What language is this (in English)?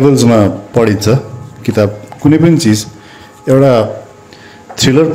Nepali